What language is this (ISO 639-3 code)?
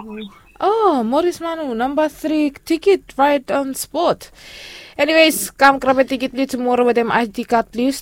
bis